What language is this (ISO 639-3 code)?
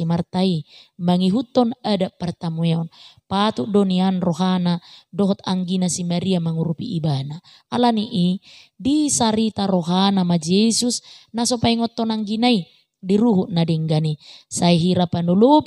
bbc